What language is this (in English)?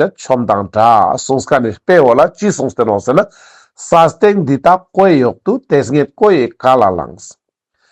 Ladakhi